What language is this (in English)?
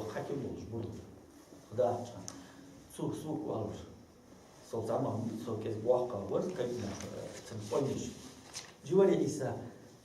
Ingush